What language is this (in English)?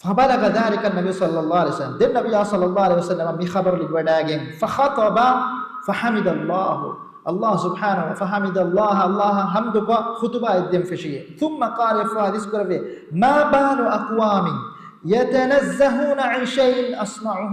Divehi